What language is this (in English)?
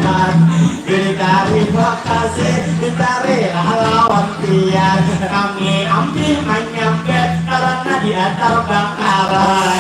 Banjar